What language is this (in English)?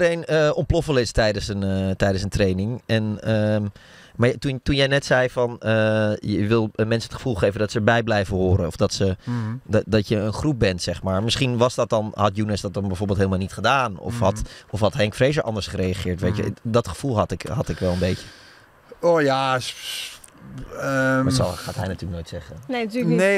Dutch